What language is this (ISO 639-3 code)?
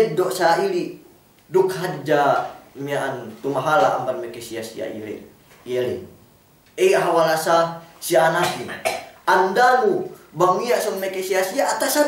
yka